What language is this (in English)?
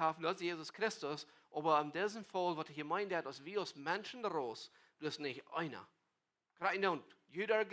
Plautdietsch